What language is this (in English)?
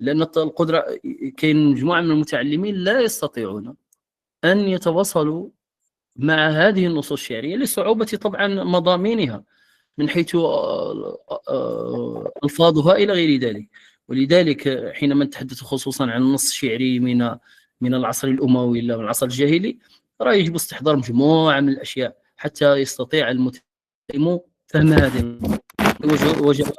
Moroccan Arabic